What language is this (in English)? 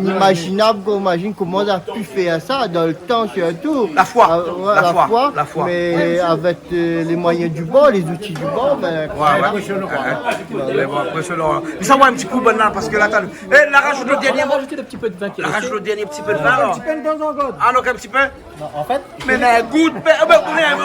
Réunion Creole French